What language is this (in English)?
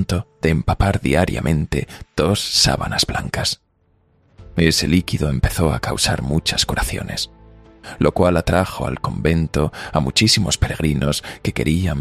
Spanish